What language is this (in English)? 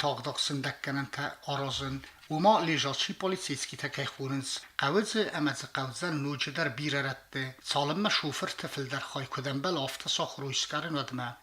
Ossetic